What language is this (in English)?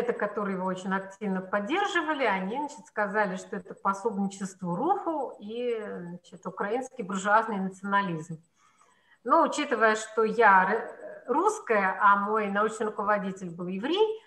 Russian